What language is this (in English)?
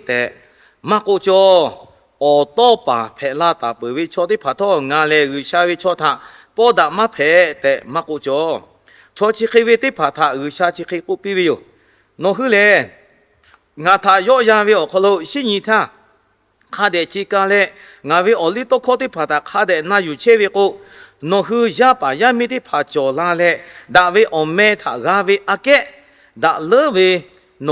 Lahu